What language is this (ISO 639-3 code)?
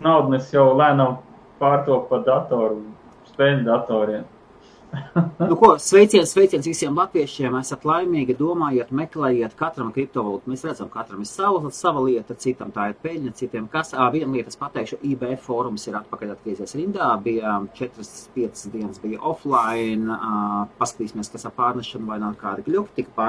lav